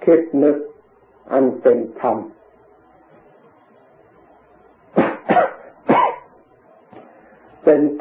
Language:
Thai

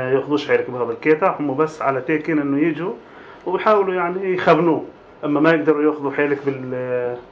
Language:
North Levantine Arabic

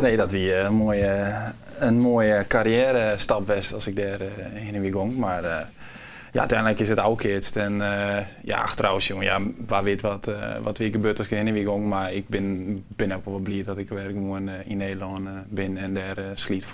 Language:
Western Frisian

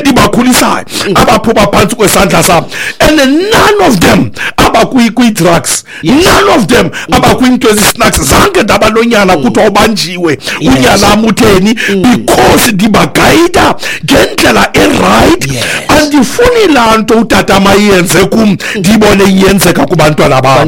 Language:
Xhosa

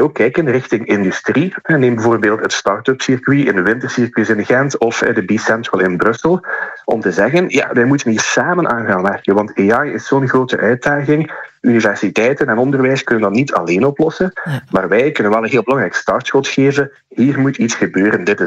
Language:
Dutch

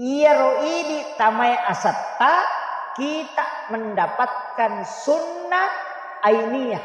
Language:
Buginese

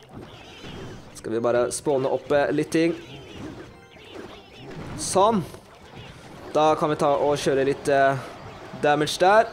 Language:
Norwegian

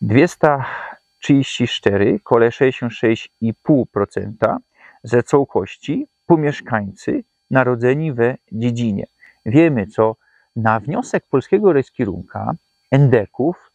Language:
Silesian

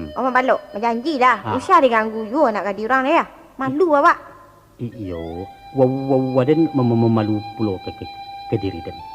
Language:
Minangkabau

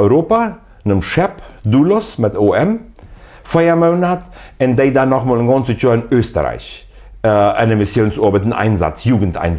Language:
Plautdietsch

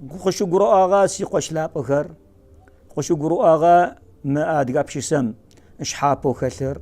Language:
Adyghe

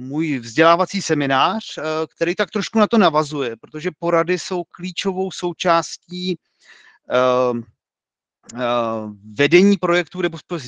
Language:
Czech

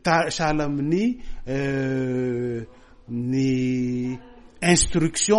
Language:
Malagasy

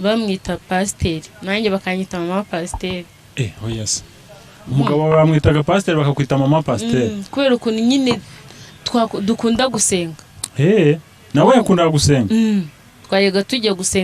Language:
Kinyarwanda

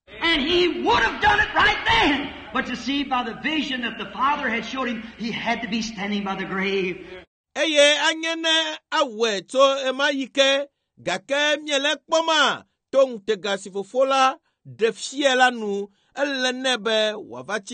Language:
Ewe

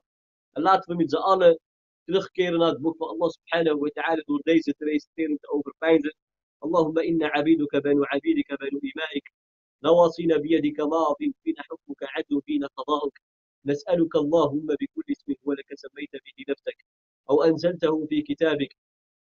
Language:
Dutch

